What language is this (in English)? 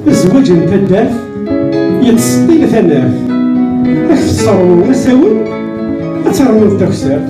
Kabyle